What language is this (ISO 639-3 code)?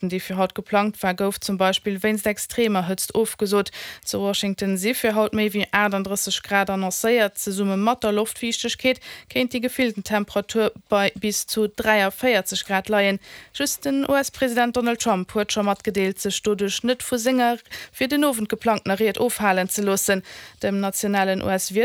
ltz